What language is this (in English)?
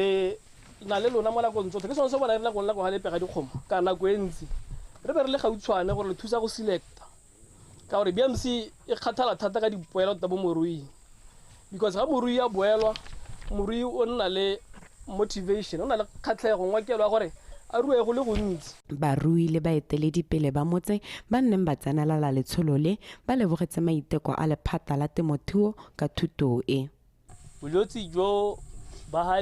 Tswana